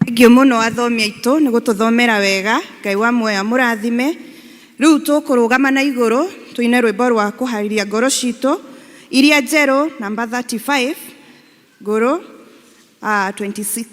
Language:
Kikuyu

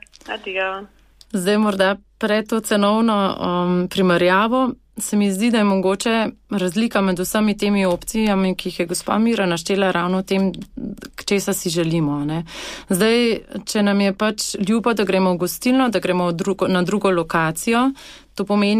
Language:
Slovenian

